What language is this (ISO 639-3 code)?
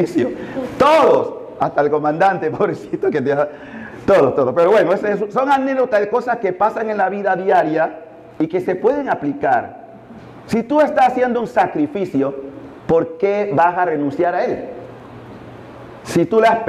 spa